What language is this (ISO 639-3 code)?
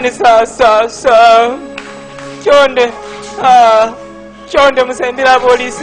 nya